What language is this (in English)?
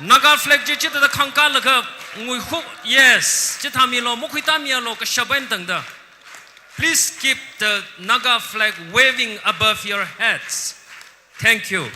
Tangkhul Naga (India)